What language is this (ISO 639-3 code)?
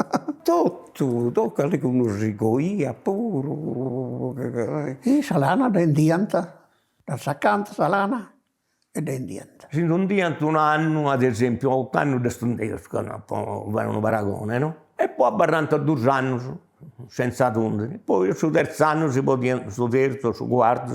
srd